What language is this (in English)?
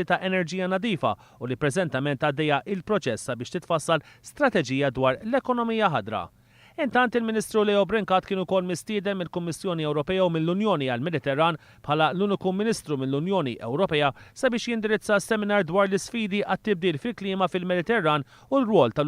Maltese